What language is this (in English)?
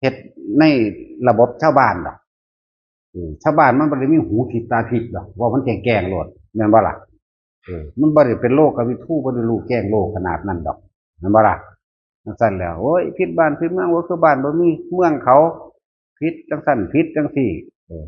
Northeastern Thai